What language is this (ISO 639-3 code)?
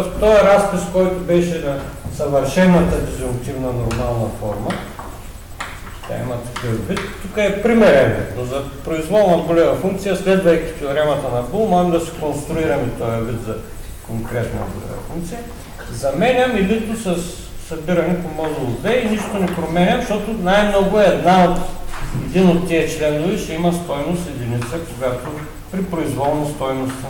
bul